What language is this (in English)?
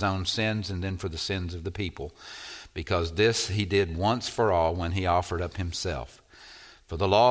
English